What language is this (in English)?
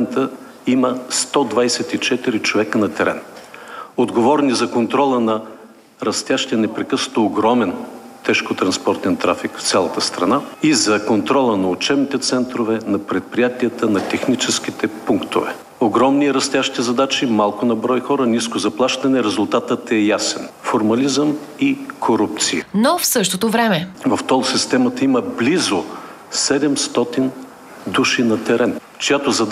Bulgarian